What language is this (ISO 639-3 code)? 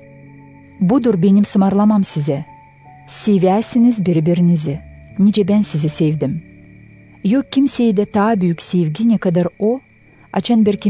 gag